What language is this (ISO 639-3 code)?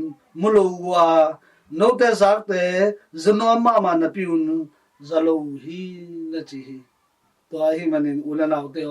ctd